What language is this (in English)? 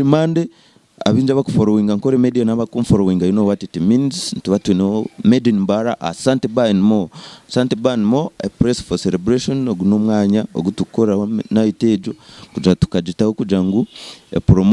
Nyankole